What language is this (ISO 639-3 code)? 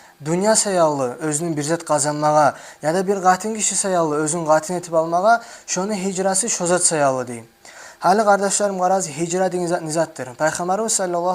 kum